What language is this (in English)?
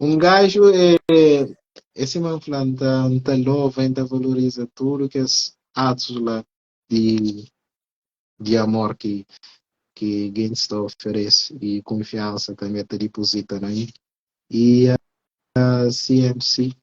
Kabuverdianu